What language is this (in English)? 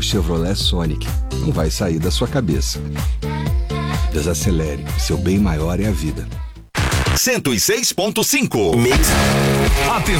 Portuguese